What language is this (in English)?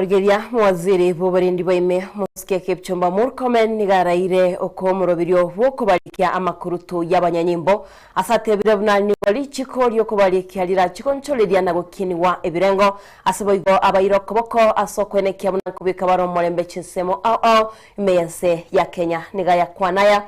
Gusii